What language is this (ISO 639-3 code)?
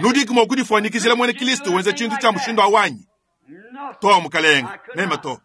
lua